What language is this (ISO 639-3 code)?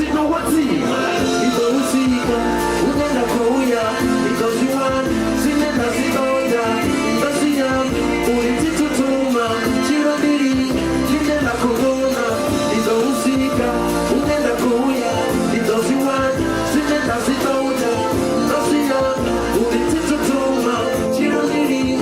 ven